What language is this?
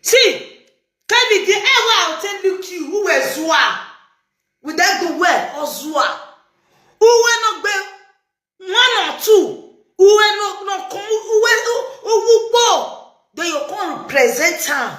Nigerian Pidgin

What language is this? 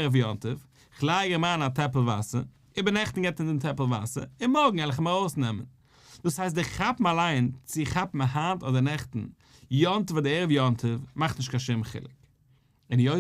Yiddish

